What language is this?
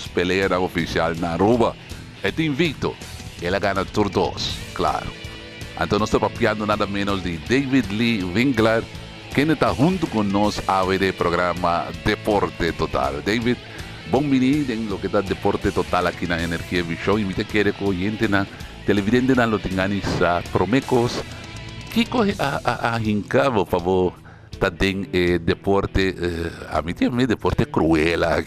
Papiamento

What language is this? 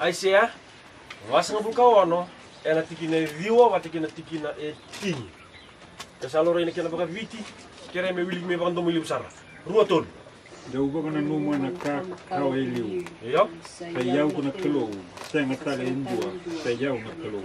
Fijian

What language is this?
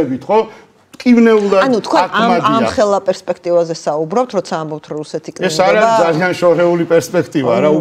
Georgian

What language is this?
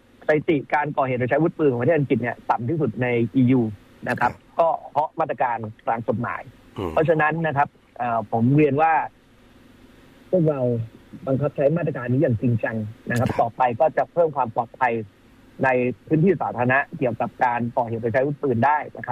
Thai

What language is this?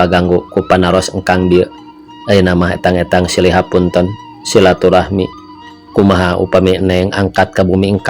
Sundanese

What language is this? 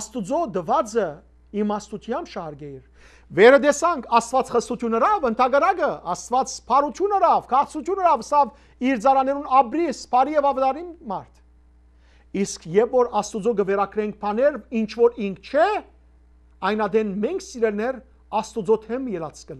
Western Armenian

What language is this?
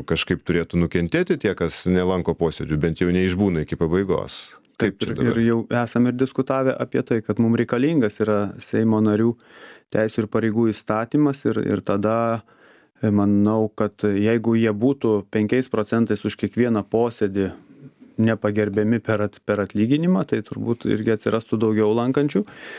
Lithuanian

